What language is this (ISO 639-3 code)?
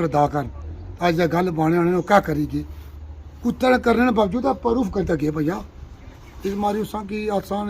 phr